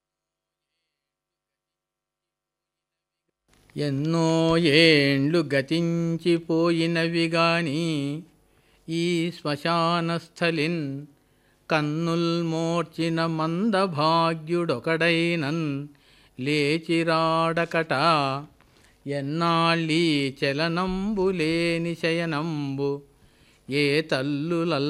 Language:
Telugu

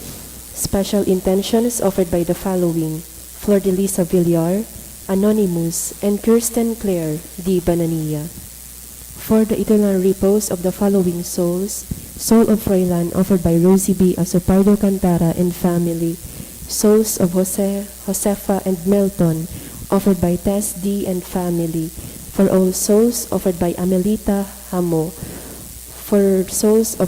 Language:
Bikol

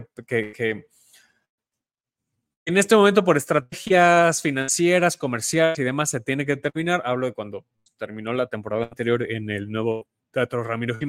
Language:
Spanish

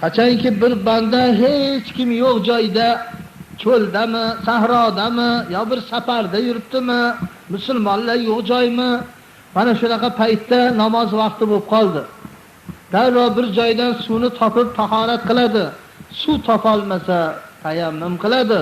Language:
Uzbek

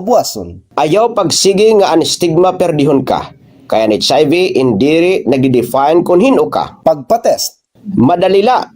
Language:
Waray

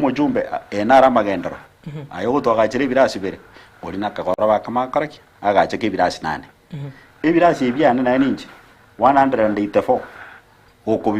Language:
Gusii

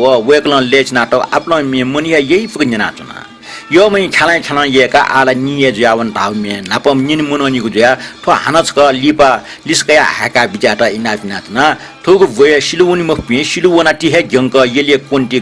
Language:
Newari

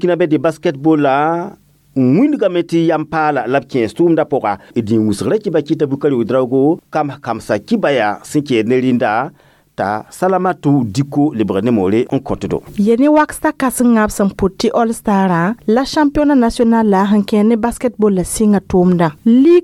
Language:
Mossi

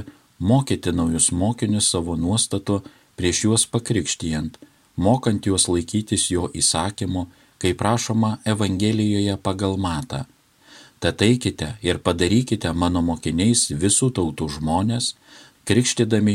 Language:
Lithuanian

